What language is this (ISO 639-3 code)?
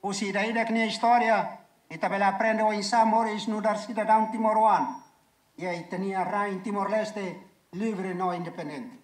tet